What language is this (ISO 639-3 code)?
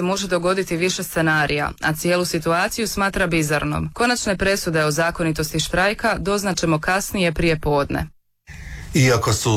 hrv